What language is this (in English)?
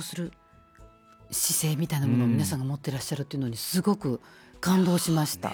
Japanese